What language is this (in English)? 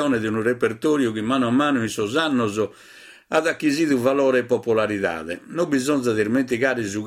Sardinian